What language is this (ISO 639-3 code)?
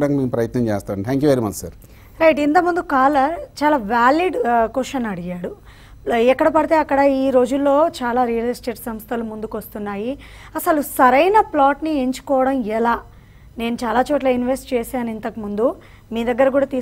tel